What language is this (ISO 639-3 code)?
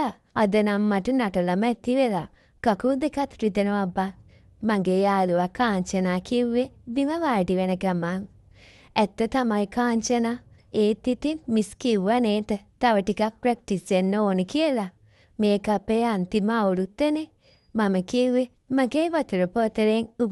sin